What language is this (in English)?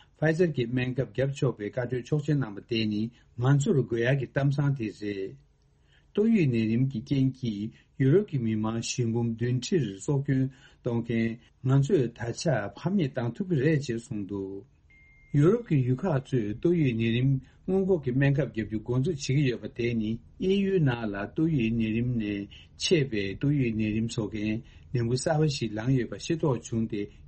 Tibetan